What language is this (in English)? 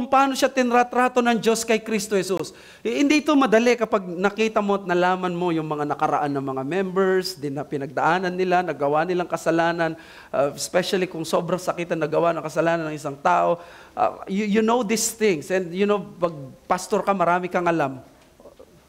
Filipino